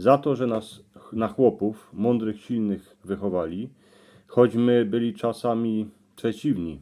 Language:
Silesian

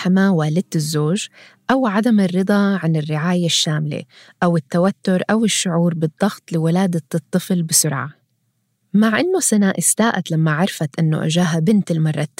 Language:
North Levantine Arabic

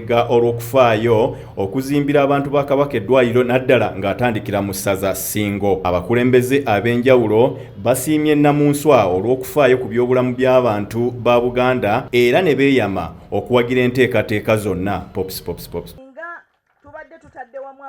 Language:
Ganda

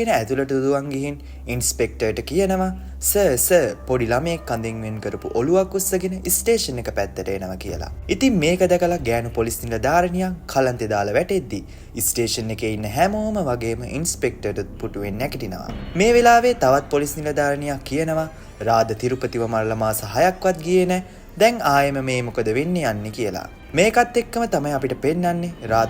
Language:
Sinhala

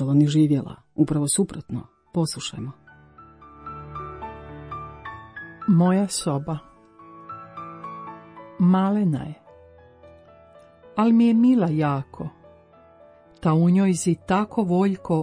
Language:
Croatian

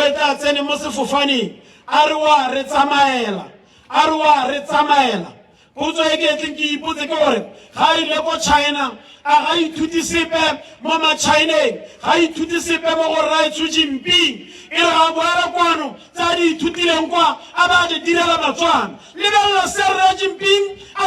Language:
Tswana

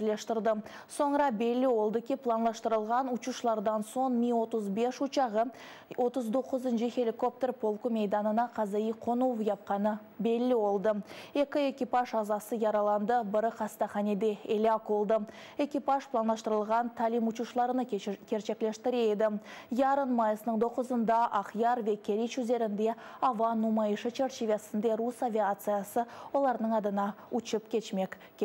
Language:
Crimean Tatar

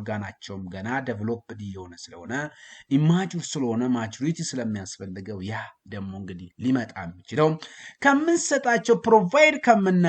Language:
Amharic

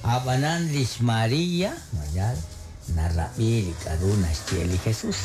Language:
Kekchí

